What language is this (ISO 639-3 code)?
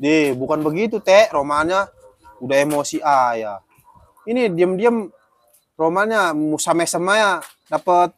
bew